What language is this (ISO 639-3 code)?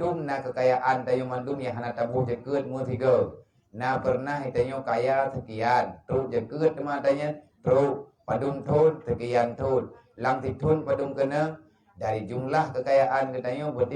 ace